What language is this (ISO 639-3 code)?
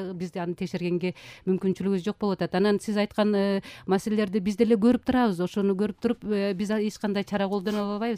kir